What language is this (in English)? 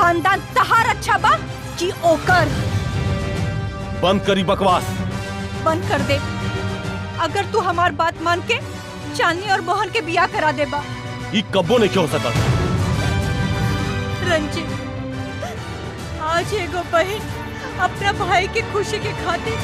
Bhojpuri